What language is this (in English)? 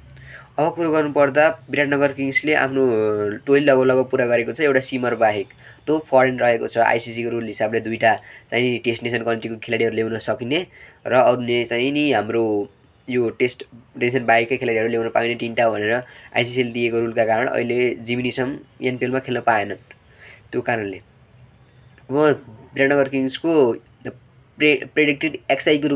Nepali